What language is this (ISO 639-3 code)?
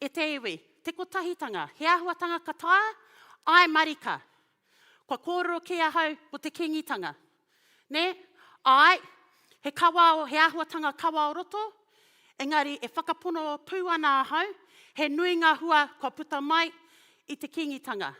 mri